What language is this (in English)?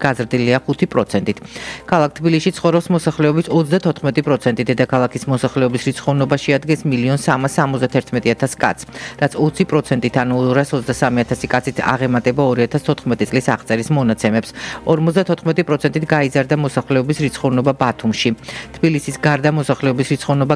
Georgian